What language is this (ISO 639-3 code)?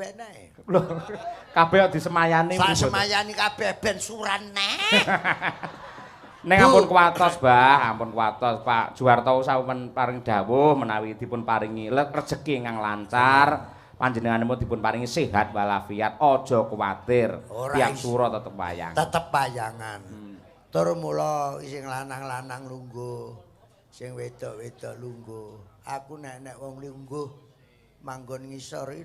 jav